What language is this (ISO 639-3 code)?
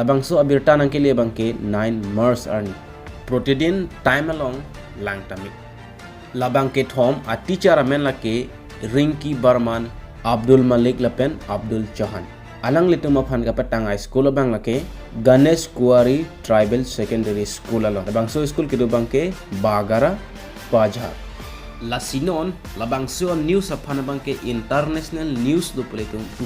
mjw